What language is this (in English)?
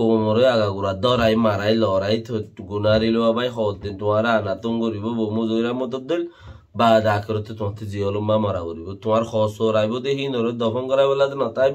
Rohingya